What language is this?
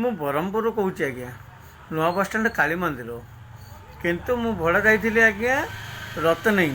Odia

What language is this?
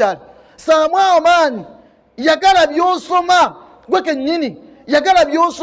Ganda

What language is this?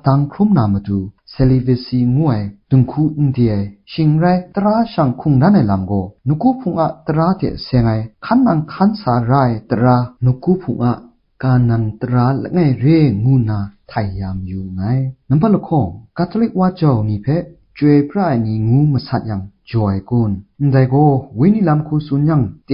Kachin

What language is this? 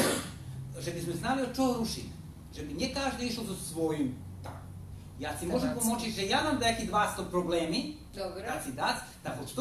Rusyn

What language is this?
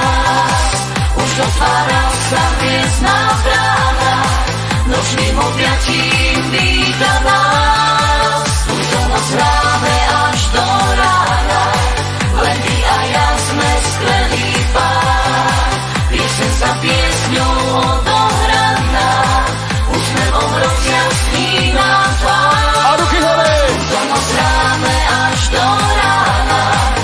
Slovak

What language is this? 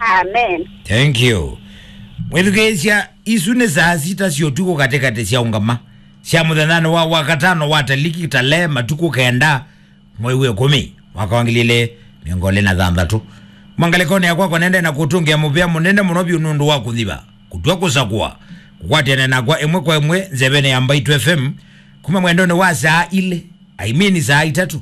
Kamba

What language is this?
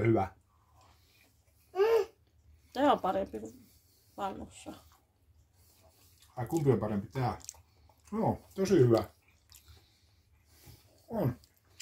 Finnish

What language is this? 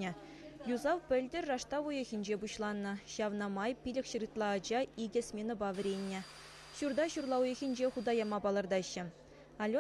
Chuvash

